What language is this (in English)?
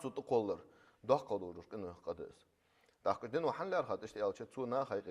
Ingush